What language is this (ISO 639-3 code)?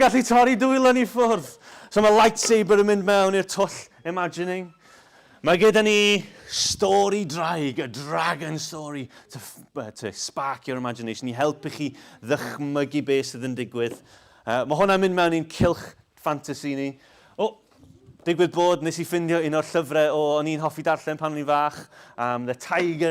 cym